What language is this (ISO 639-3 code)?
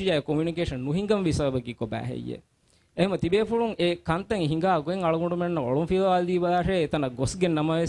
div